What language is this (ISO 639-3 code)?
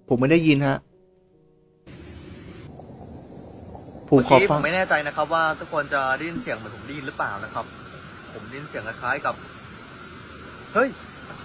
tha